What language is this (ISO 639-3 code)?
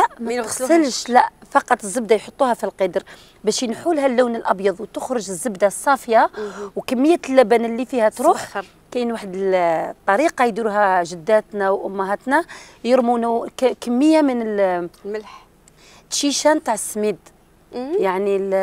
arq